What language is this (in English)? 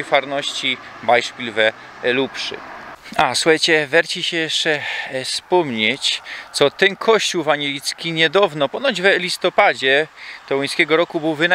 Silesian